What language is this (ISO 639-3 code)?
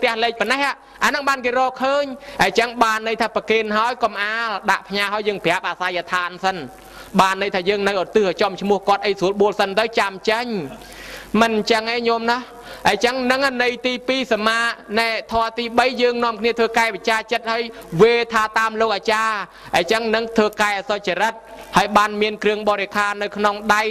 khm